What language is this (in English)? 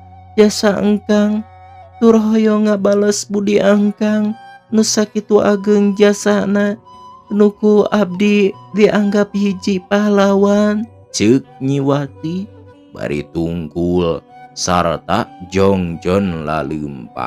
Sundanese